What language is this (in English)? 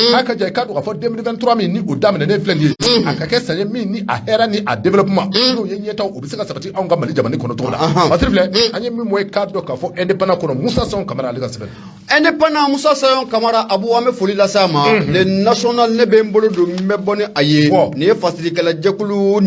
Bambara